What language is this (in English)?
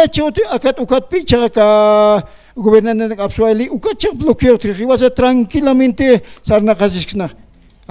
Aymara